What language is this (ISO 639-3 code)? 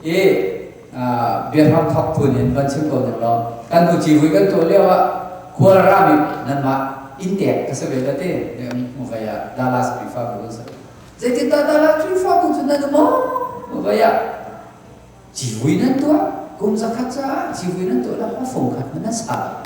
cnh